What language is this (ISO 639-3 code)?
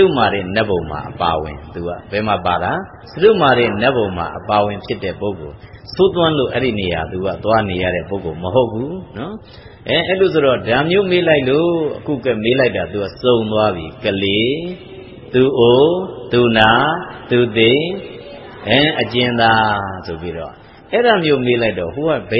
mya